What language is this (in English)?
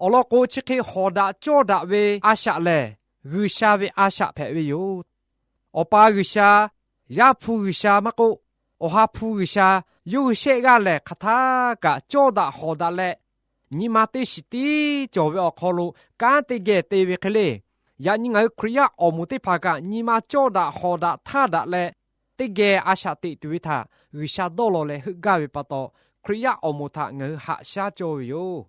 Lahu